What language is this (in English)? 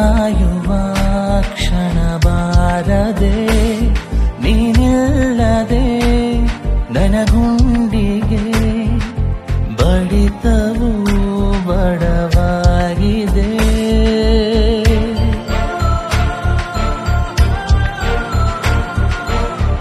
Kannada